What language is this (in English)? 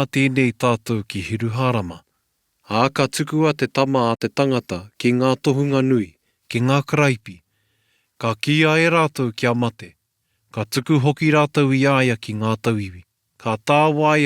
Māori